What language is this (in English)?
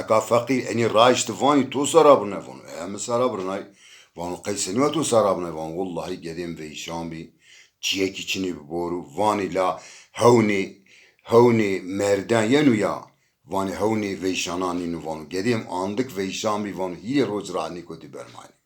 Zaza